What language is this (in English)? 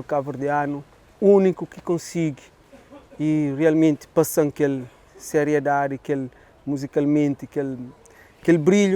Kabuverdianu